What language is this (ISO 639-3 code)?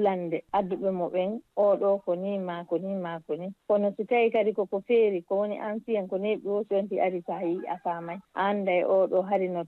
ful